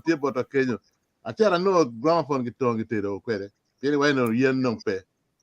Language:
Acoli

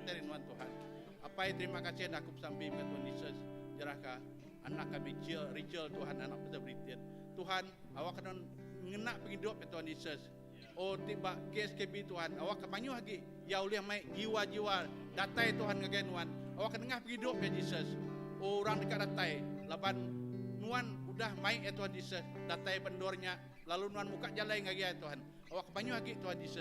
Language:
Iban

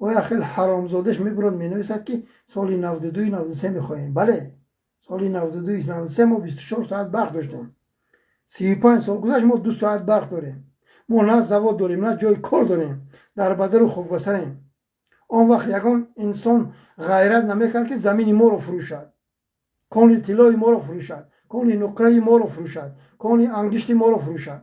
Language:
Tajik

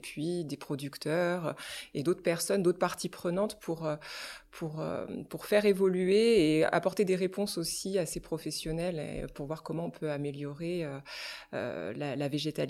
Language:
French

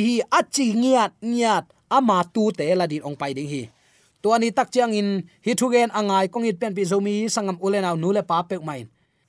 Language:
Tedim Chin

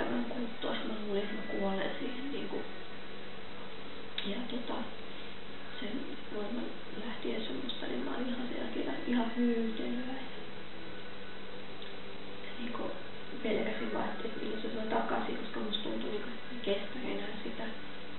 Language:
Finnish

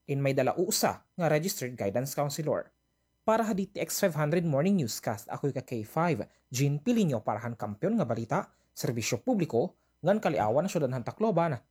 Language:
Waray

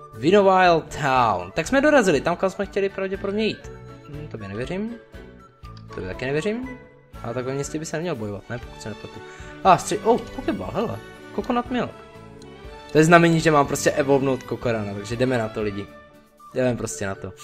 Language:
Czech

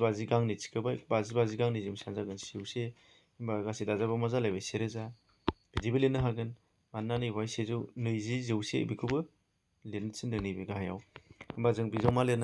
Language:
Bodo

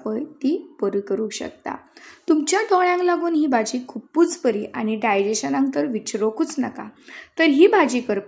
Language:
Konkani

